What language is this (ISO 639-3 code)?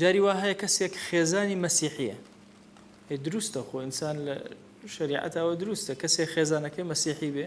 ckb